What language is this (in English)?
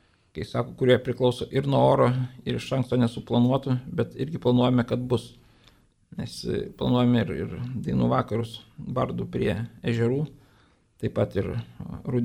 Lithuanian